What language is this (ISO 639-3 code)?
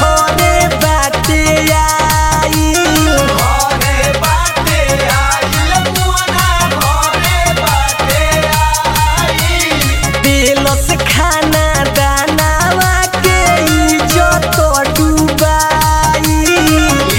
bho